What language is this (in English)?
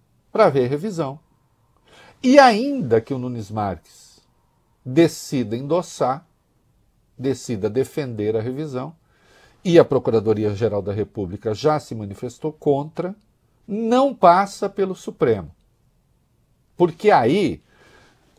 Portuguese